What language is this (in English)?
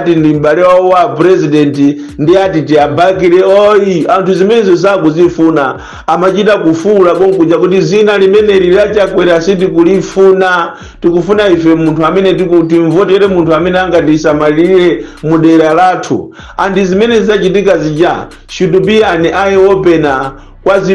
Nyanja